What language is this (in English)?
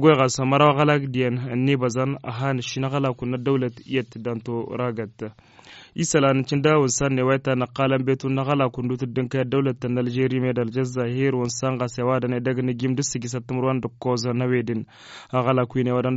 Tamasheq